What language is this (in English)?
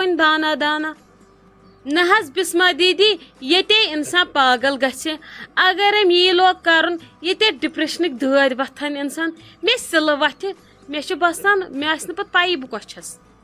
Kashmiri